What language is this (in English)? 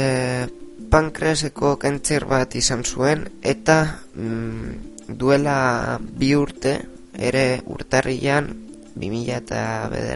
Basque